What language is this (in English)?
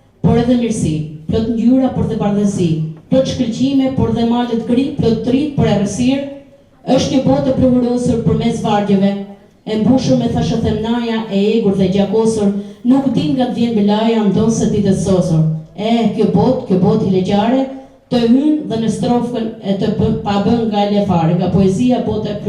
Albanian